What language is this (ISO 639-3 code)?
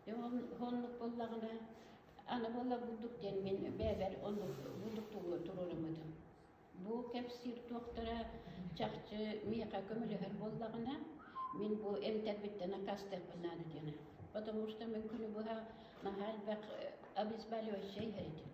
sah